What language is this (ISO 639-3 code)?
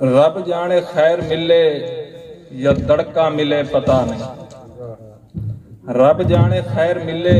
skr